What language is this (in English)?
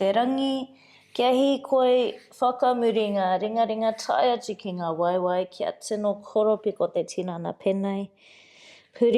Māori